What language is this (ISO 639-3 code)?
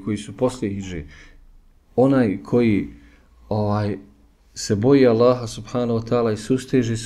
bos